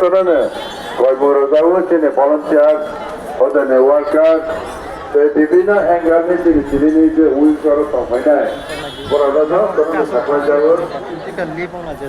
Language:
Kok Borok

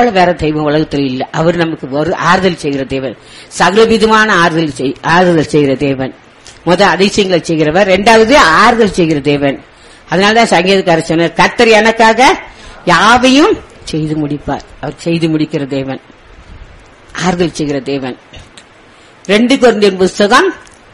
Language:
Tamil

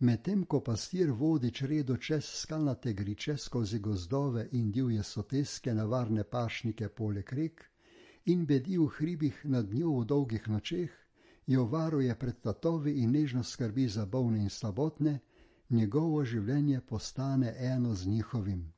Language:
Slovenian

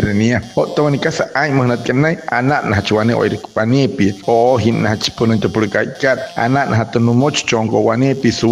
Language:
Wayuu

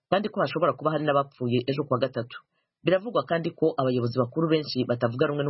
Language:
Kinyarwanda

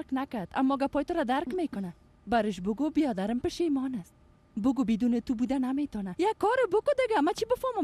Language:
Persian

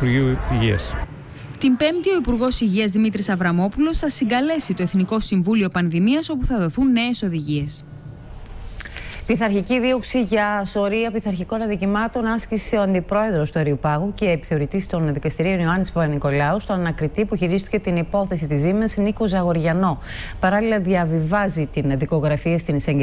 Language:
Greek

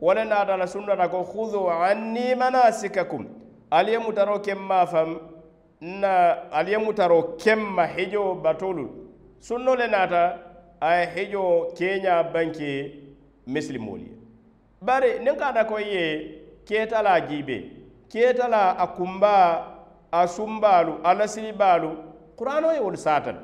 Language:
Mandingo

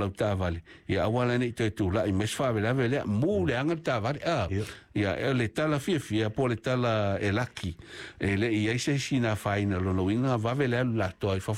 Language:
Samoan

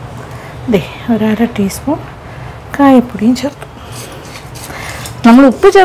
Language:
Malayalam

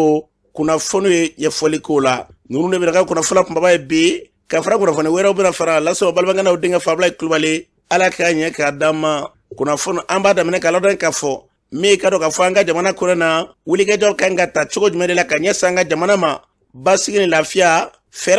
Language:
Bambara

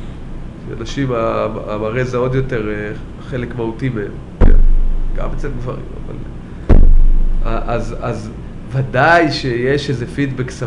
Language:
Hebrew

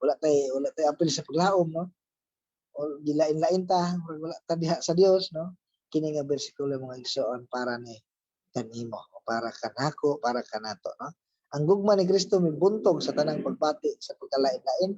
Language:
Cebuano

